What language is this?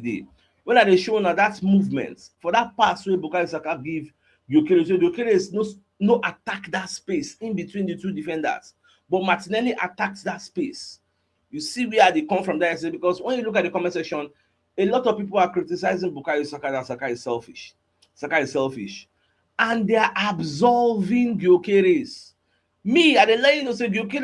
Nigerian Pidgin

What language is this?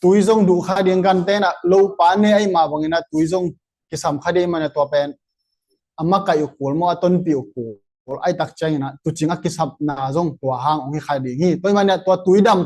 Tedim Chin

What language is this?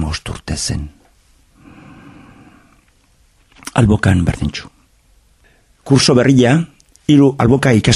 Basque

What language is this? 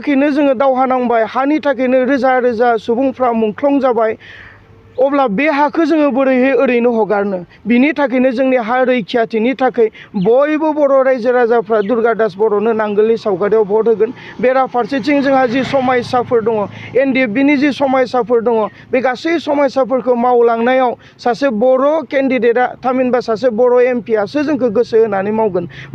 Bodo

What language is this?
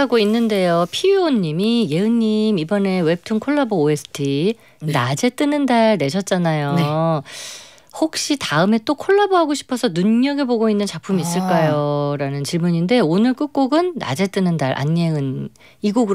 Korean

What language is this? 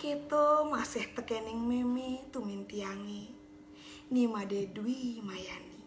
Balinese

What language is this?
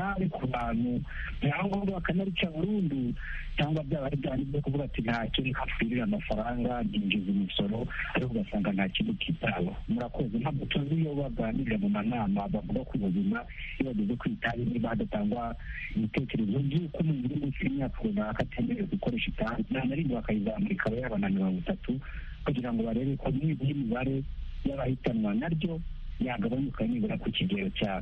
Kinyarwanda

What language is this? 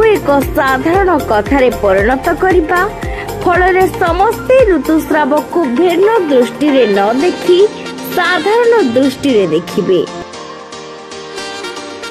Odia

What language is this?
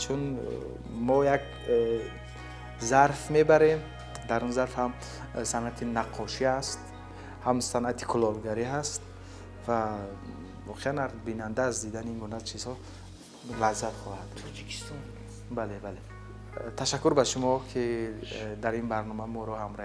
Tajik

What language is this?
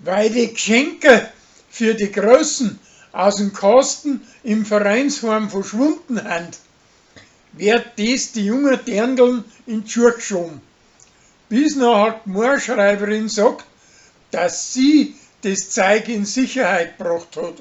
Bavarian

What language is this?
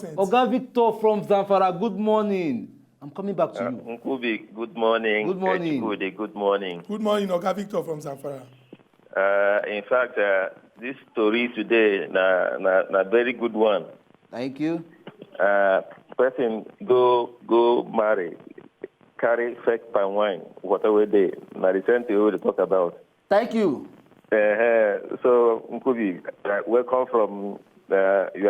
Nigerian Pidgin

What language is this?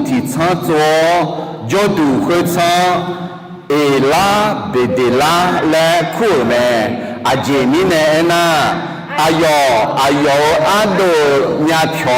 Akha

